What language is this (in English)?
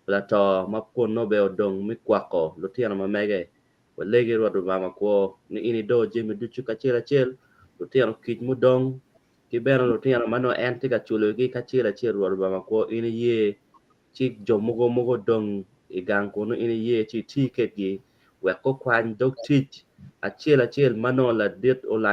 Acoli